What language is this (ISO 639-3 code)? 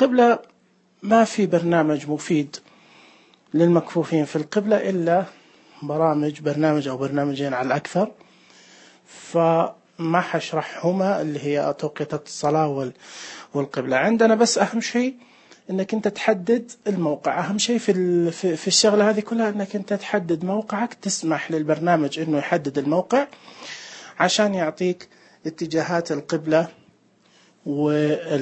ars